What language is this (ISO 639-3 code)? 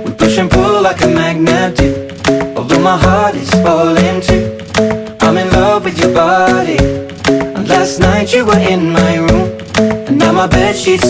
eng